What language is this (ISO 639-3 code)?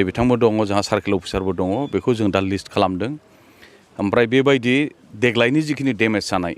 brx